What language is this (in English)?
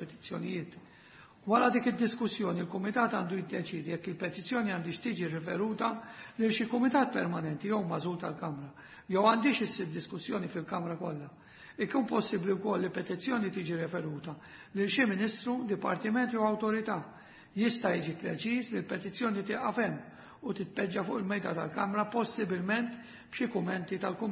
Maltese